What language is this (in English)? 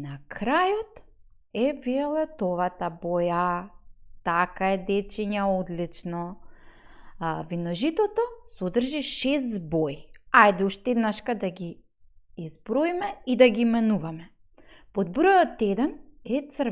Macedonian